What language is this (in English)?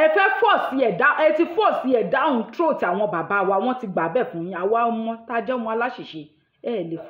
Yoruba